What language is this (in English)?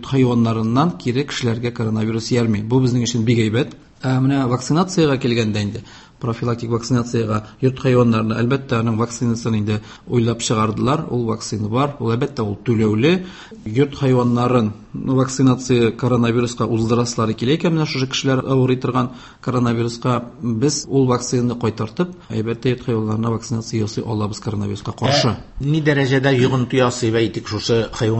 Tatar